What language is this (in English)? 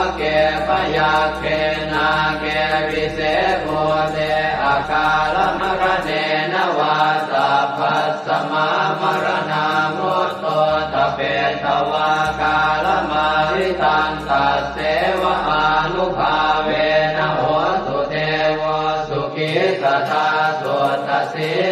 Pali